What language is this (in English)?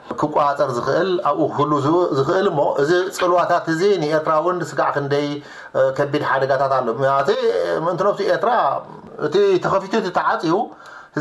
Tigrinya